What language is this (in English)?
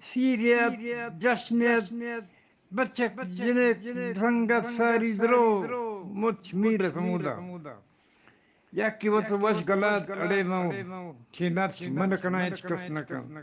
Eastern Balochi